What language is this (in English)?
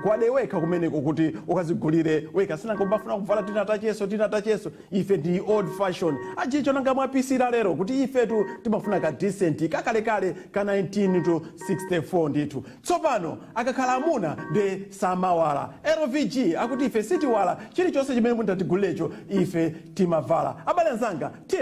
Nyanja